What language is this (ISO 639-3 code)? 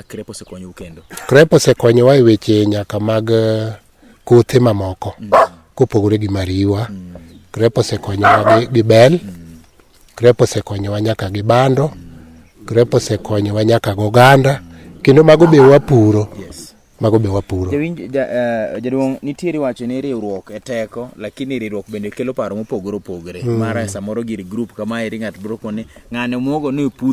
luo